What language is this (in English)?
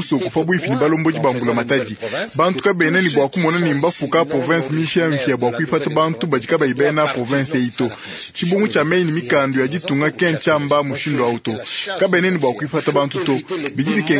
Luba-Lulua